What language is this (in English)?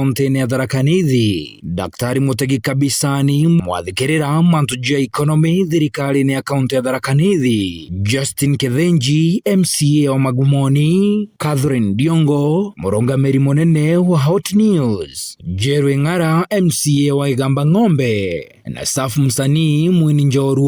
Meru